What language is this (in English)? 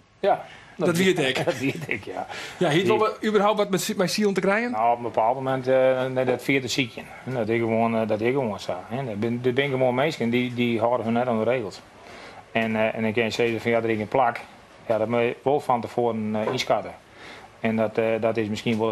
Western Frisian